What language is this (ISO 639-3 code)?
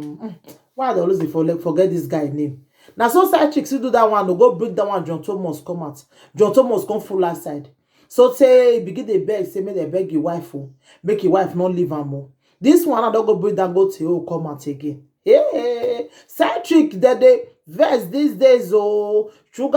pcm